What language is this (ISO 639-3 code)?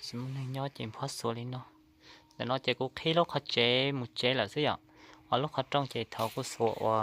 hmn